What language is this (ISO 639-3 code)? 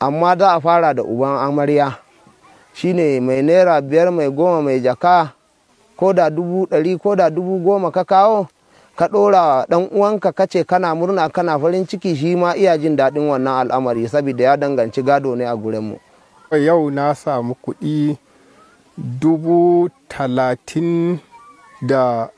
hau